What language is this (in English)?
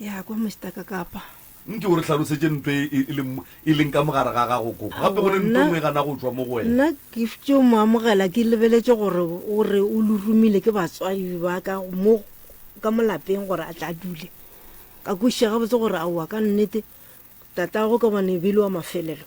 Northern Sotho